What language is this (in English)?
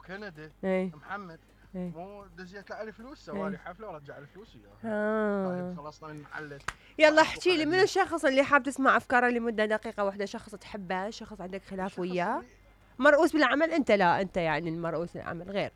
Mesopotamian Arabic